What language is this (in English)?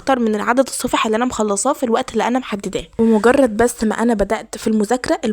Egyptian Arabic